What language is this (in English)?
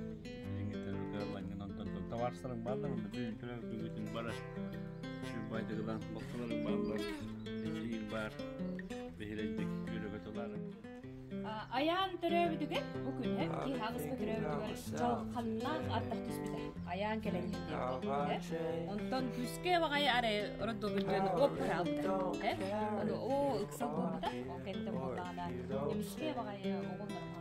Yakut